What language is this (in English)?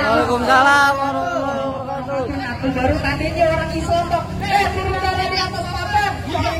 Betawi